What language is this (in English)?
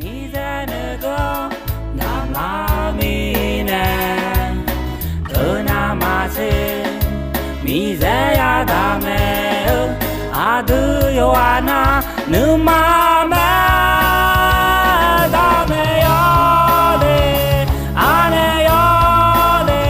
Akha